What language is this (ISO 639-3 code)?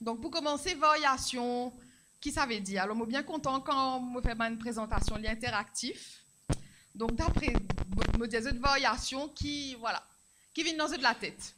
mfe